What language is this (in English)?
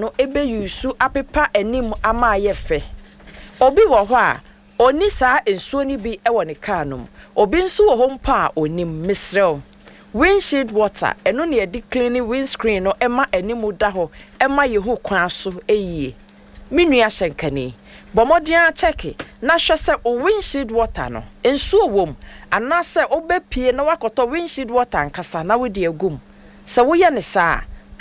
Akan